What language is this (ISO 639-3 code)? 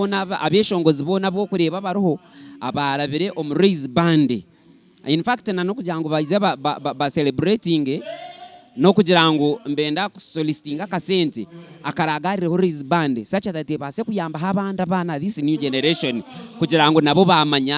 nyn